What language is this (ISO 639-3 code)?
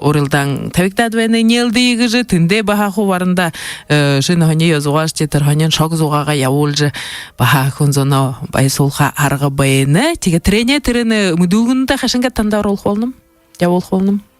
bua